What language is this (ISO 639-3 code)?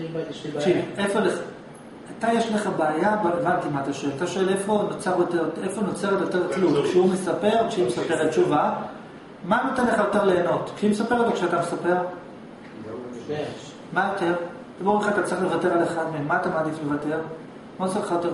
heb